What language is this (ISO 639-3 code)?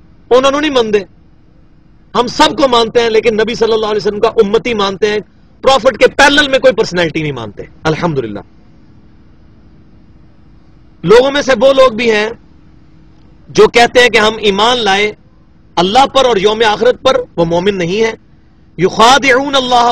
urd